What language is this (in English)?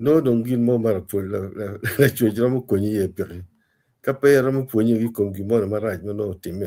Acoli